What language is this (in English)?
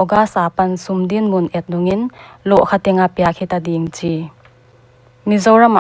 Paite Chin